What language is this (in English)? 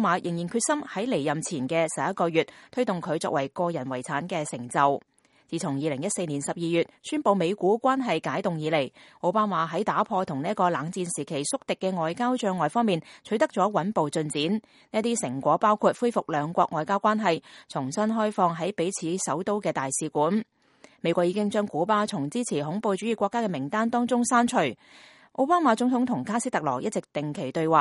Cantonese